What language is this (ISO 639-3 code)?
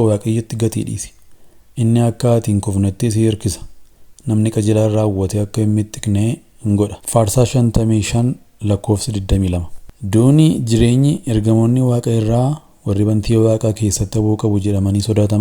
orm